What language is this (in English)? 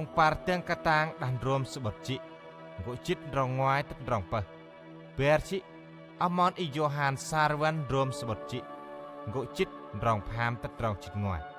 Central Mnong